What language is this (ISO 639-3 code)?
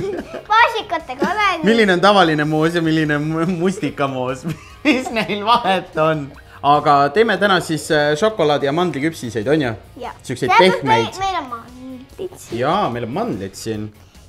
est